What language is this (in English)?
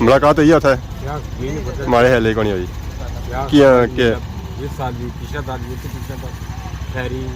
Pahari-Potwari